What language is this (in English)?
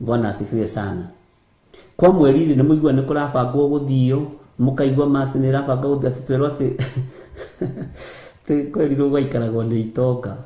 Kikuyu